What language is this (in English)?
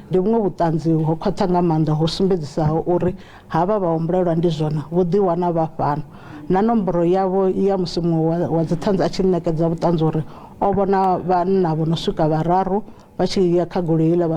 Venda